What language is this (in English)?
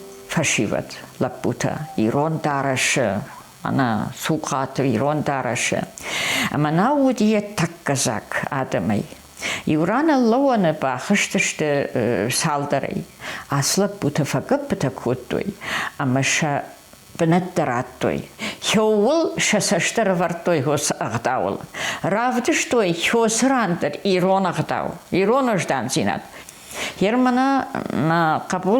Ossetic